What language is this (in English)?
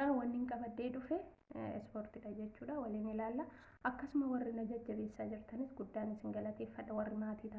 Oromo